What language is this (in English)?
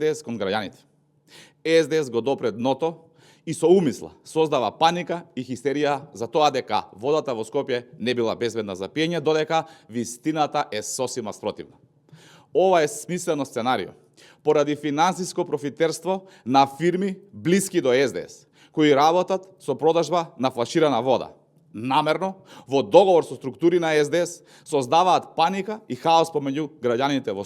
Macedonian